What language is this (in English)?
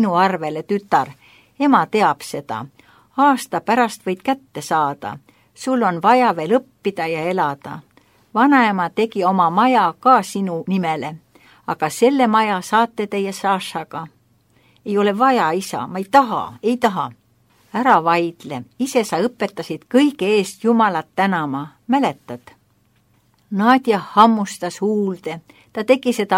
Estonian